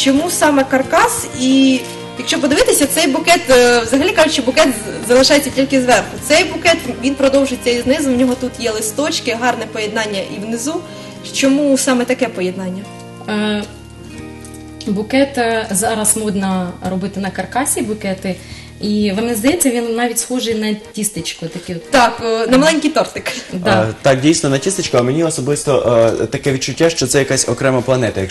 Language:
Ukrainian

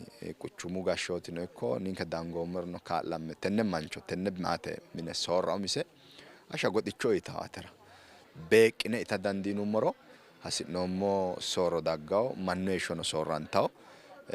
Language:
Sidamo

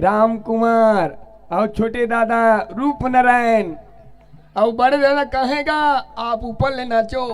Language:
Chhattisgarhi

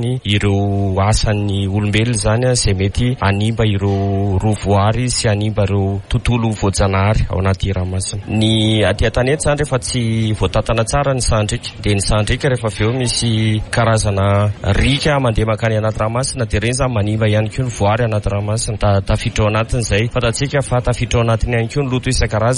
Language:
Malagasy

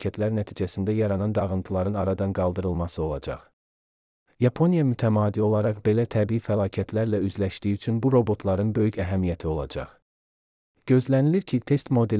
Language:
Azerbaijani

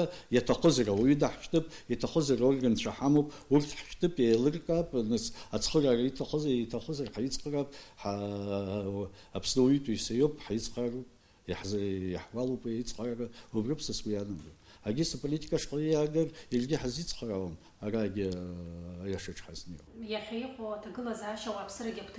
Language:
Abkhazian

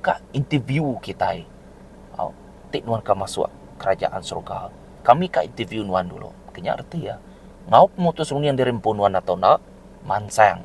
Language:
Iban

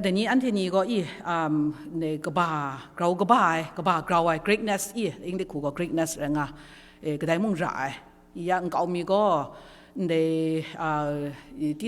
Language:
Kachin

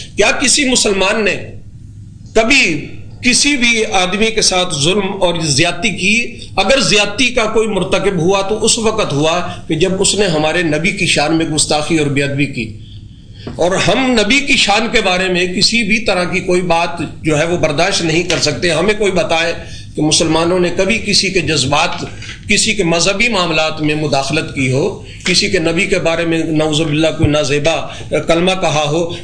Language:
Urdu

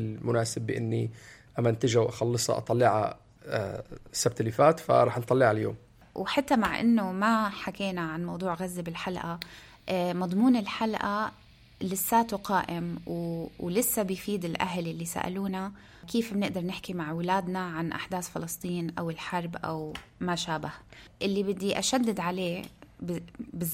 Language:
North Levantine Arabic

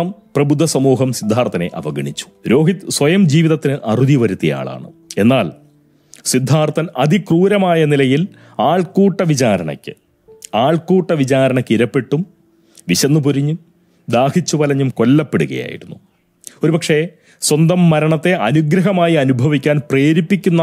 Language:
Malayalam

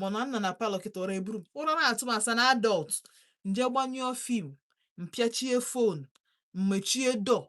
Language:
Igbo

